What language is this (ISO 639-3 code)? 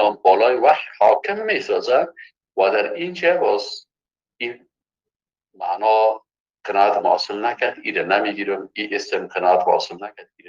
fas